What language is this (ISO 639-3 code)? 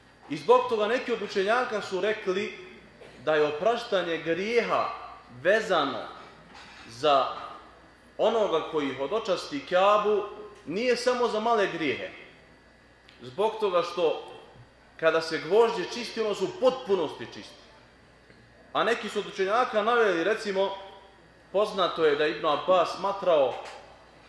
bos